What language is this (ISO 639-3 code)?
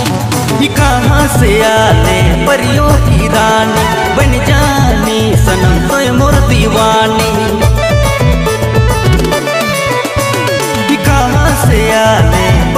sck